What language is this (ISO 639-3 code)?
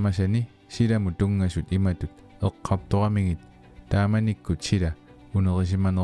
kal